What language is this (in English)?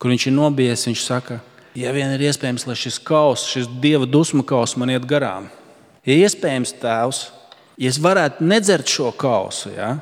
Latvian